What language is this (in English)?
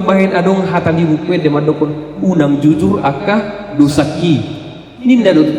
Batak Toba